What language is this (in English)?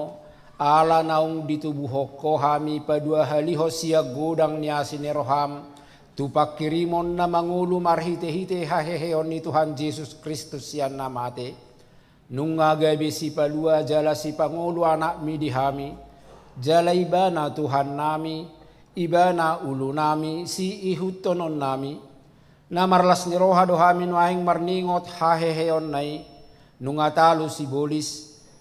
Batak Toba